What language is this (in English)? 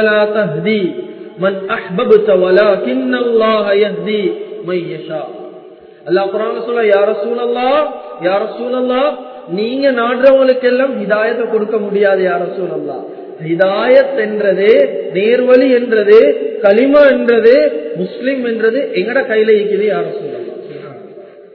Tamil